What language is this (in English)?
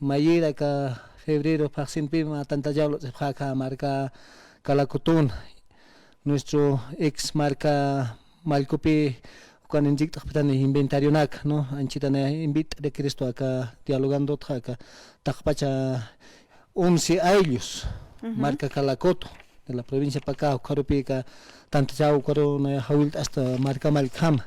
Aymara